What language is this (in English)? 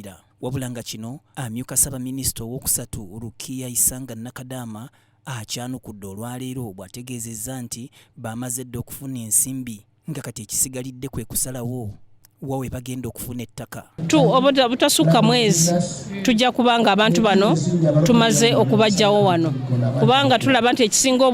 Ganda